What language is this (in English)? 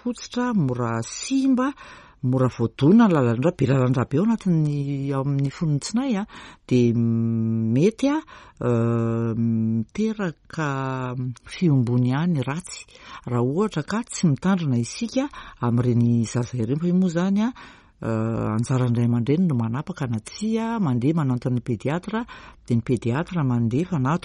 Malagasy